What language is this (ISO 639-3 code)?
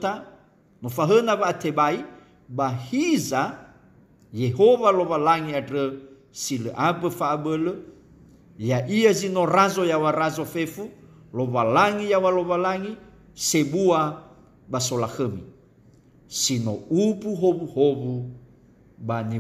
nia